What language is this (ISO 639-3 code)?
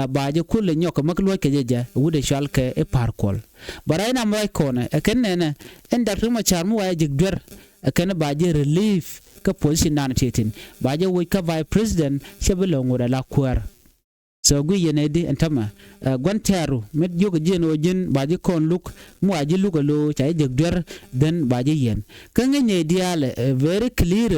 nus